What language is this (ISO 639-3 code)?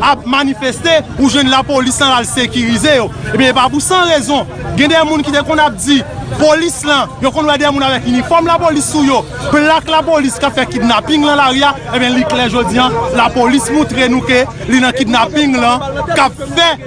hat